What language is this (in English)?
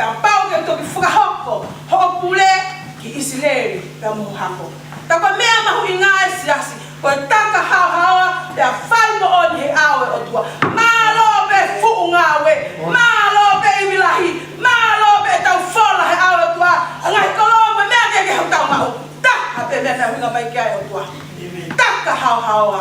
Tongan